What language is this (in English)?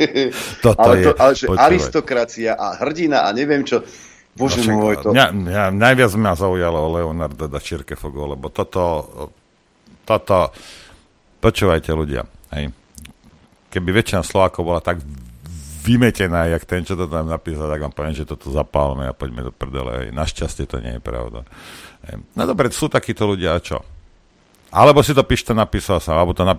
Slovak